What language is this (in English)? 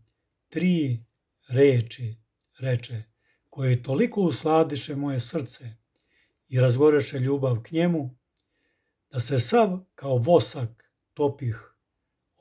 Serbian